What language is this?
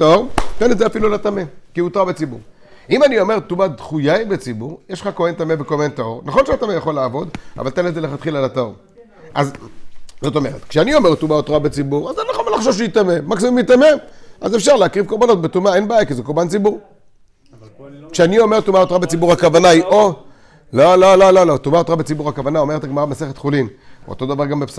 Hebrew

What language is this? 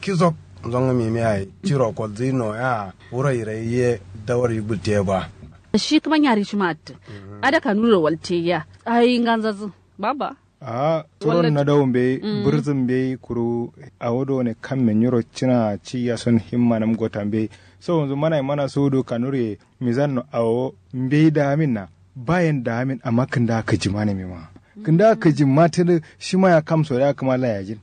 Kanuri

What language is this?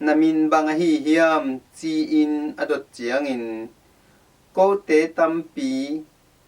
Tedim Chin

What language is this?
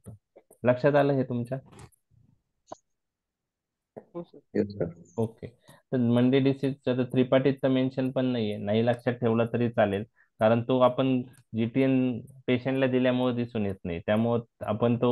Marathi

